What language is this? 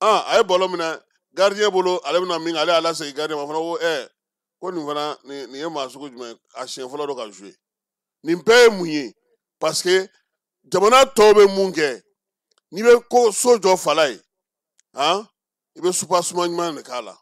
Bambara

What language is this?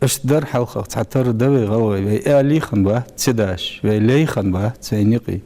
Ingush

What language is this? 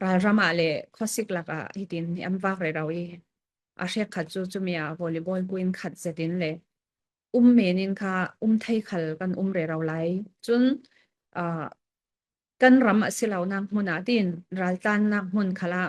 Falam Chin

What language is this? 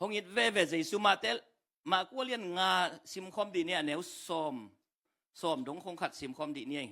Tedim Chin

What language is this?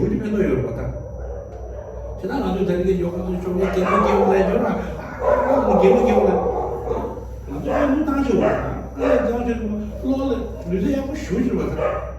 Tibetan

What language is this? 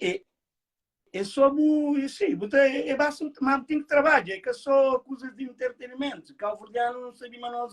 Kabuverdianu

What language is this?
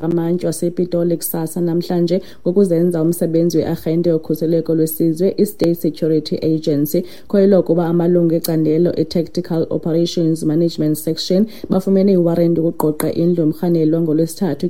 Xhosa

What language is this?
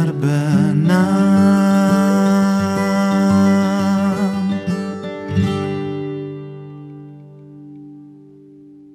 Indonesian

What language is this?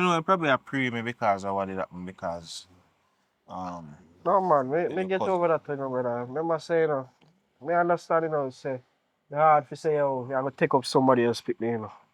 Jamaican Creole English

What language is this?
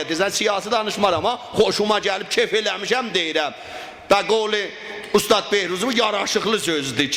South Azerbaijani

